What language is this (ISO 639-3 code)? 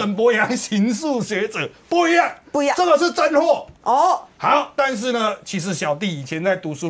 zho